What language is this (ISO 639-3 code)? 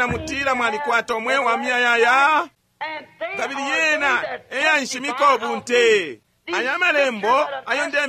bem